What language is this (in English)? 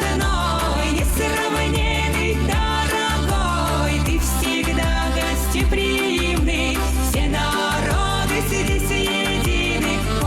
Ossetic